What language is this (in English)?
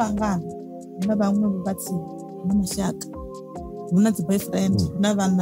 Venda